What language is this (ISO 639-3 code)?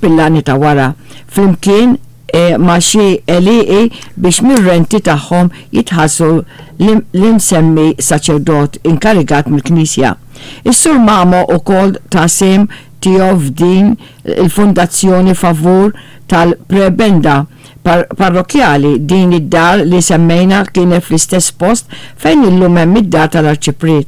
mlt